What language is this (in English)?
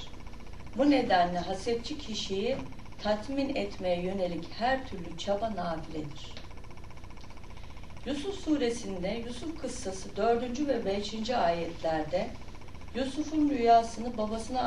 Turkish